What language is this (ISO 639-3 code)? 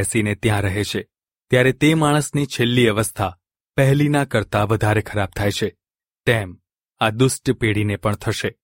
guj